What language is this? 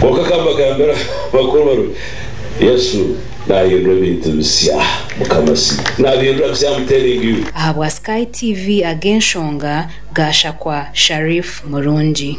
Nyankole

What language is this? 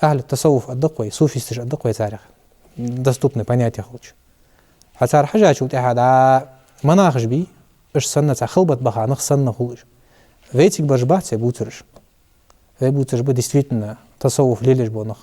Ingush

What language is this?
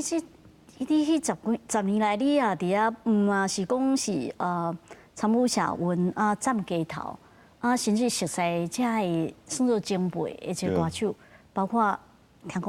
Min Nan Chinese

